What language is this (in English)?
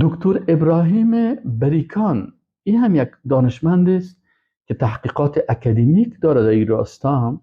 Persian